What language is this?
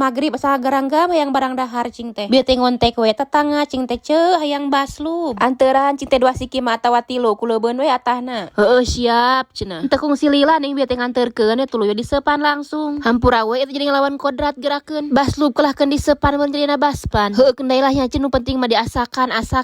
Sundanese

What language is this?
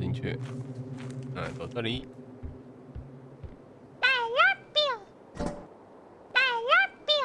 Chinese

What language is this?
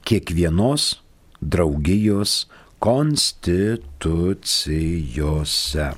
Lithuanian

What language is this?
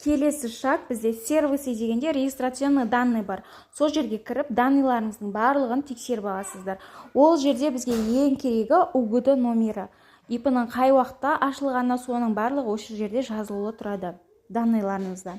Kazakh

